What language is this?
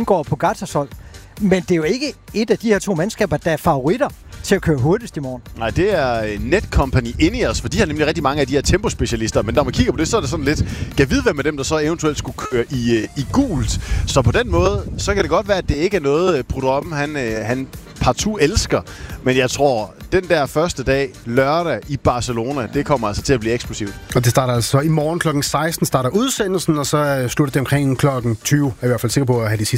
Danish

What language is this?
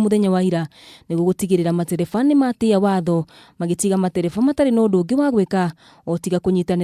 Kikuyu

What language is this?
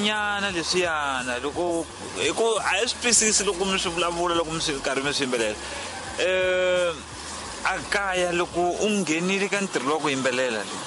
Tsonga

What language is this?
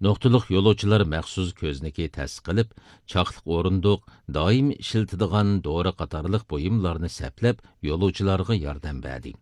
Uyghur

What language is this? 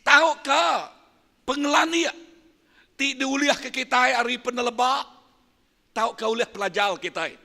Iban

